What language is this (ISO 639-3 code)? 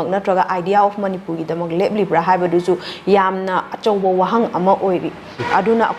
mni